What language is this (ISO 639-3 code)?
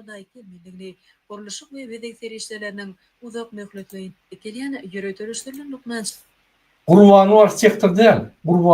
tuk